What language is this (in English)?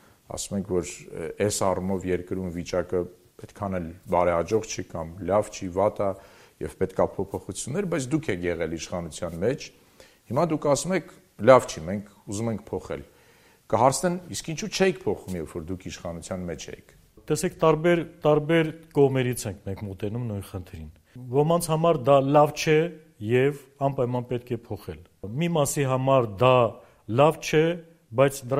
Armenian